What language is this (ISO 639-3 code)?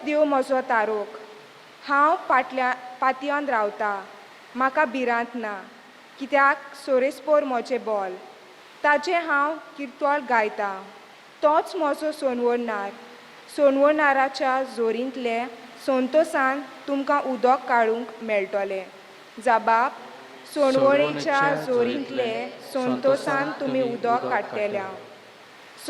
kok